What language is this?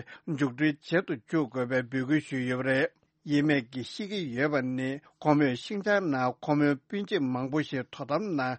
Tibetan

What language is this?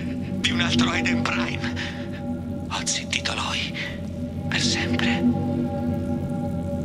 Italian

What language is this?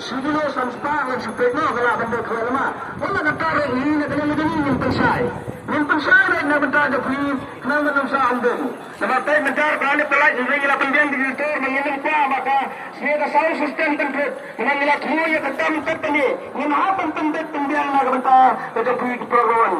Khasi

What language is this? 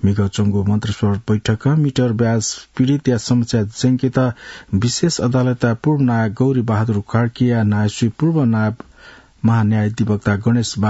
Newari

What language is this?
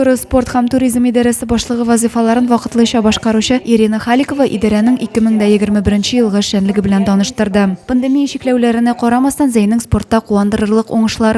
Tatar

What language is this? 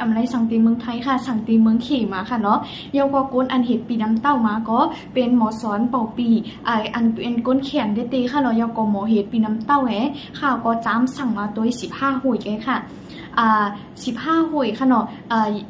Shan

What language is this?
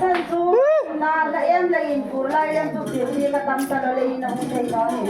Hmar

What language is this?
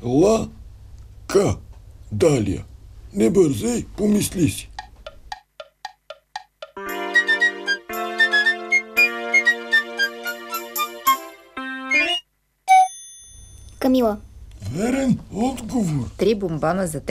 Bulgarian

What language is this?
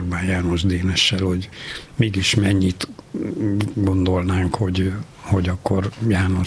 Hungarian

